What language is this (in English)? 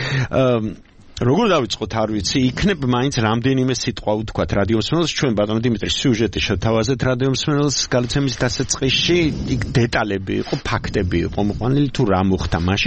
Georgian